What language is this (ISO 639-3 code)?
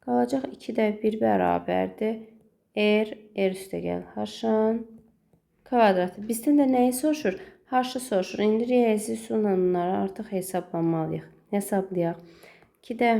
aze